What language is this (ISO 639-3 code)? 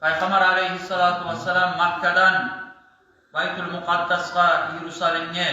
kum